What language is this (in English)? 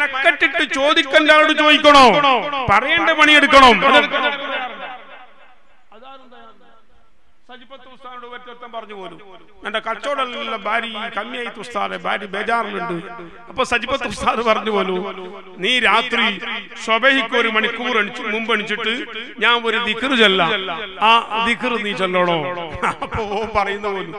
Malayalam